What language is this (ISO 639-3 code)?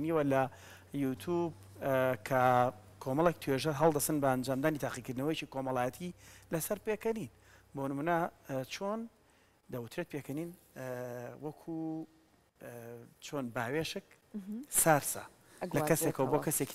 ckb